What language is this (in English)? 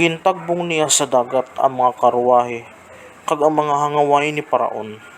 Hiligaynon